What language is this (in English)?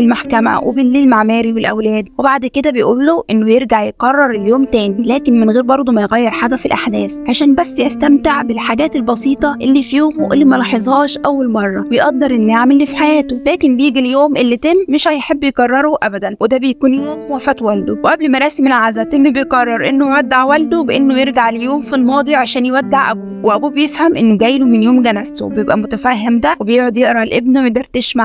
Egyptian Arabic